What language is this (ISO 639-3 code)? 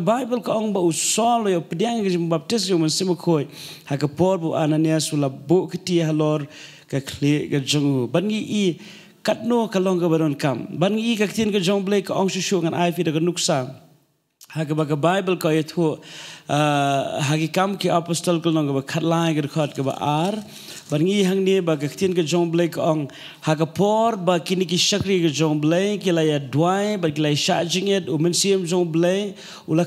kha